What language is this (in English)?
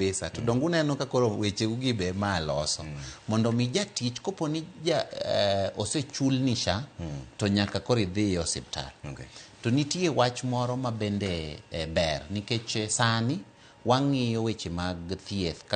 Luo (Kenya and Tanzania)